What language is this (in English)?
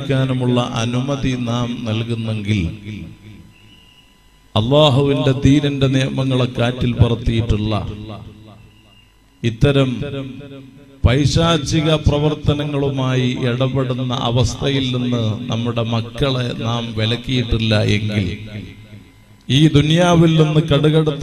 Malayalam